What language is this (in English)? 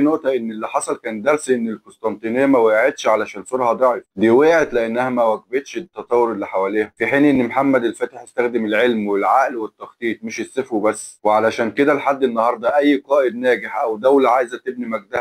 Egyptian Arabic